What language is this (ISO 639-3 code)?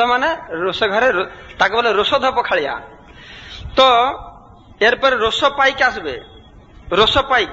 ben